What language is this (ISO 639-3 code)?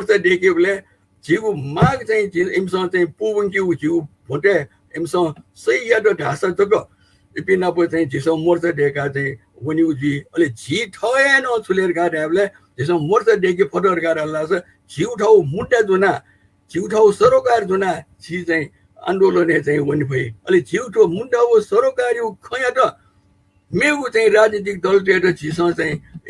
new